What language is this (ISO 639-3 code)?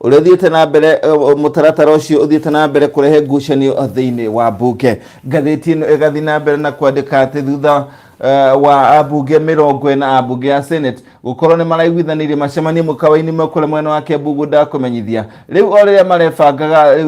kik